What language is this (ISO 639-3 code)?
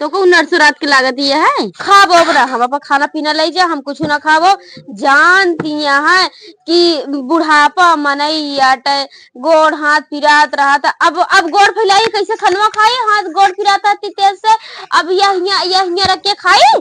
awa